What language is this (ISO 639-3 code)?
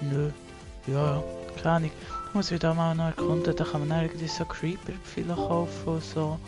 gsw